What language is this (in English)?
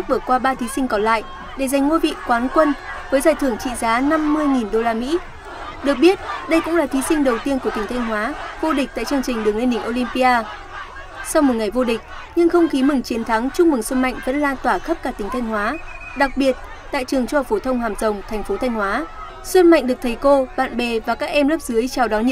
Vietnamese